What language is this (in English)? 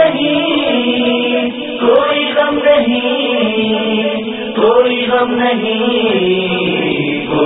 Urdu